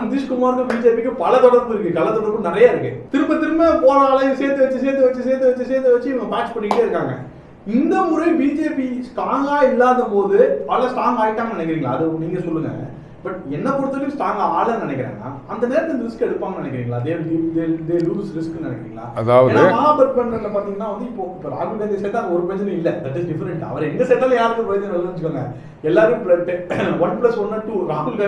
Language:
Tamil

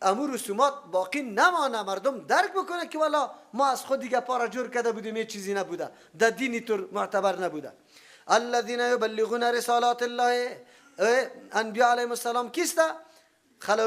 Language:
Persian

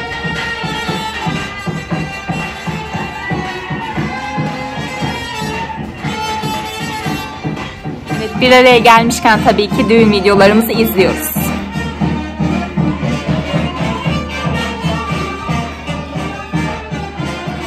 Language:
Turkish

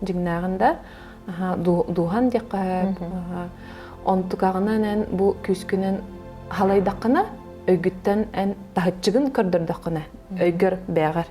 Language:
Yakut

